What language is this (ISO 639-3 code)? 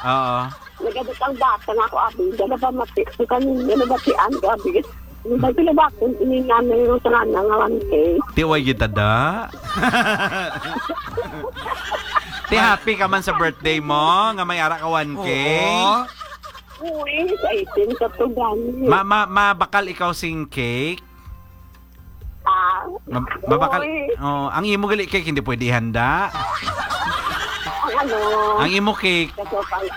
hil